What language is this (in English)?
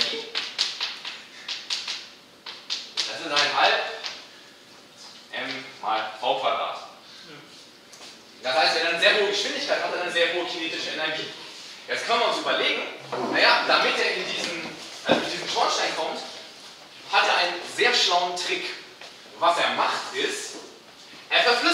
German